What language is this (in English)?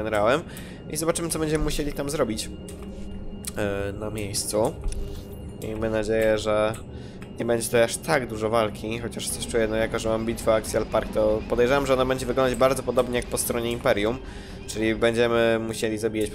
Polish